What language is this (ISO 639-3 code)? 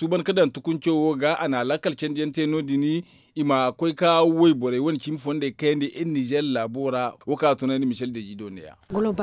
dje